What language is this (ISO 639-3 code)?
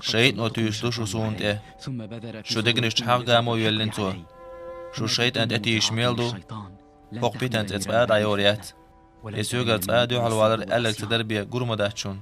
che